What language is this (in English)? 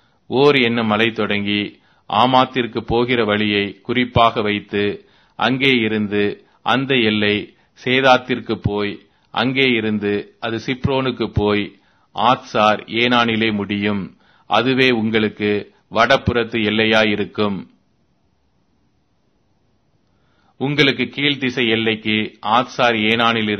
Tamil